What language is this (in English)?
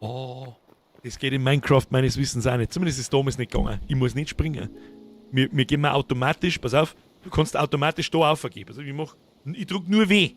Bavarian